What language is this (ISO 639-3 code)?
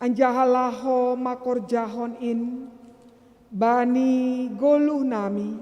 bts